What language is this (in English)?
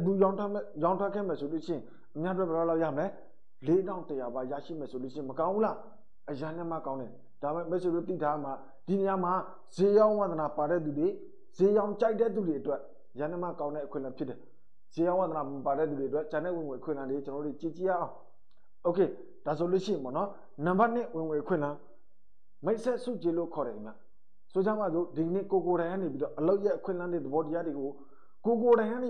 Burmese